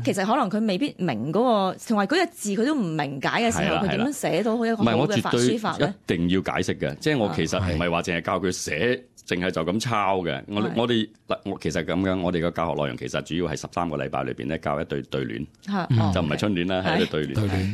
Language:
Cantonese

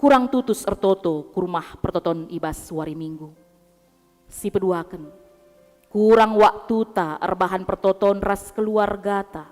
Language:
Batak Karo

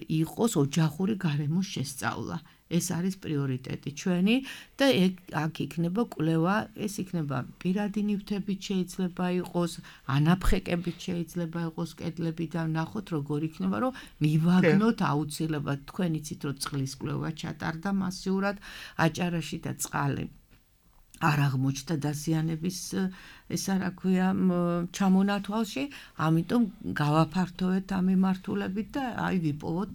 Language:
Georgian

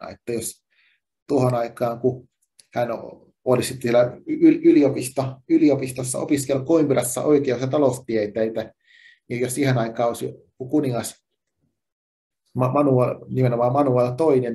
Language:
Finnish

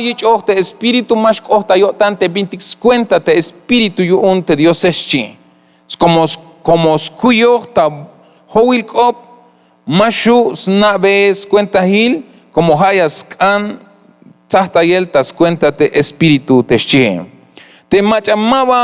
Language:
Tzeltal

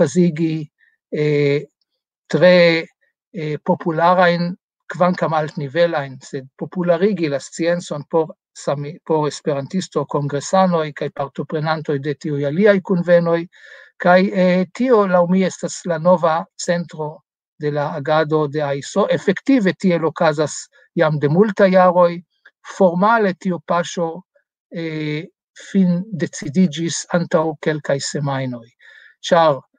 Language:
Esperanto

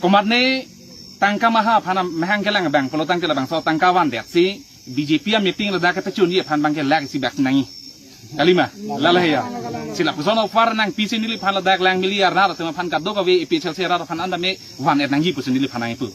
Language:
Karbi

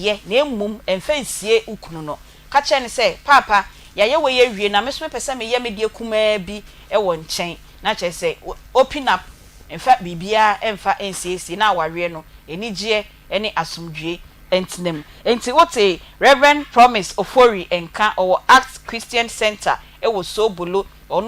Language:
Akan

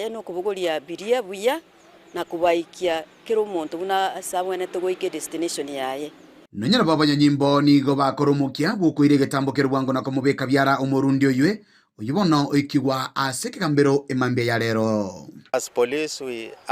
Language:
Gusii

